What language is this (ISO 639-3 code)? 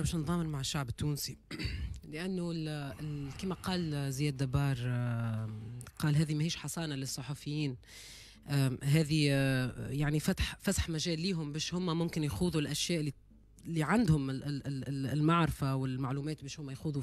aeb